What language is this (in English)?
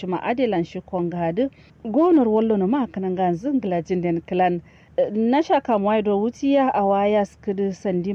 Kanuri